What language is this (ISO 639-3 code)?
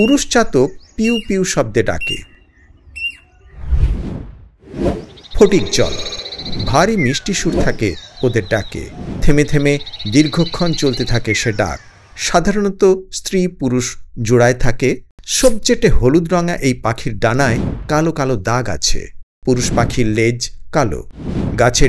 ben